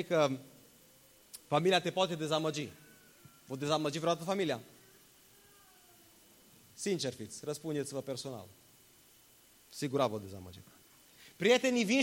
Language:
Romanian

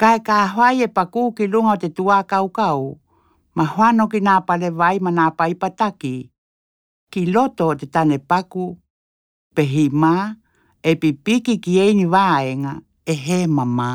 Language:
Tokelau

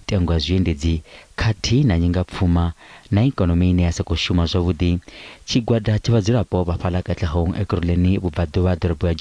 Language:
Venda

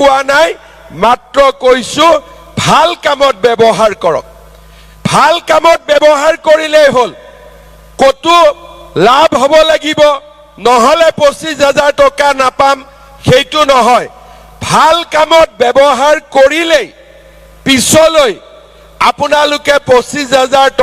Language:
Assamese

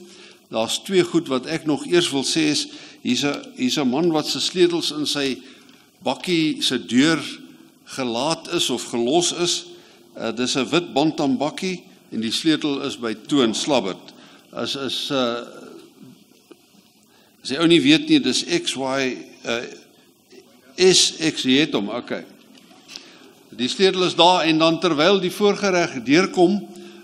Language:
Afrikaans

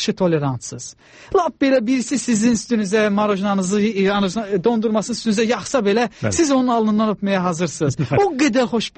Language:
Azerbaijani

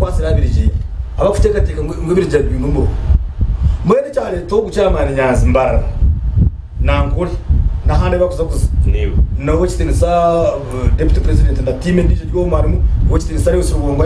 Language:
Nyankole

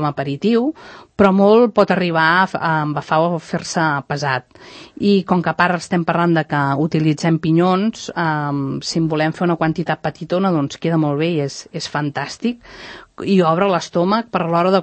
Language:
Catalan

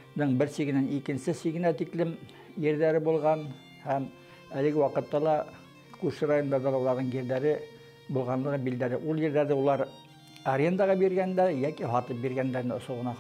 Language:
Bashkir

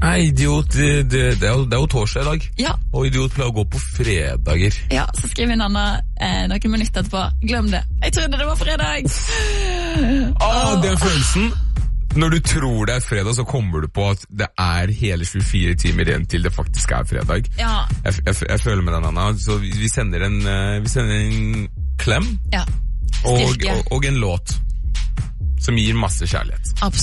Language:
Norwegian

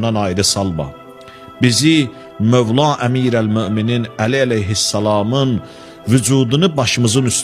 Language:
Azerbaijani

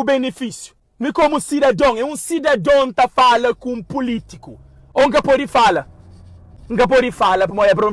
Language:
Kabuverdianu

